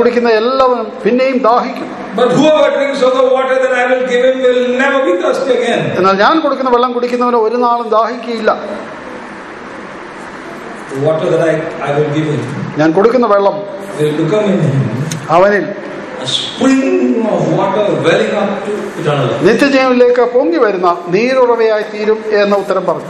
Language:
Malayalam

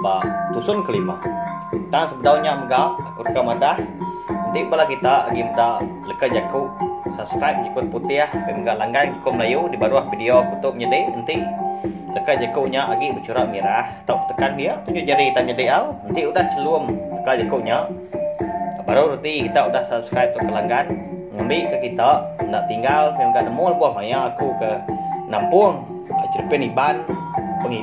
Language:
Iban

